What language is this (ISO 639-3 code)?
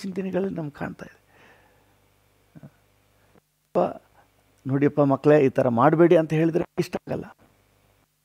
kan